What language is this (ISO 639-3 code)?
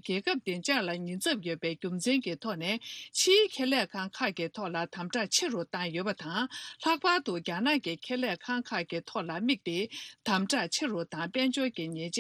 bod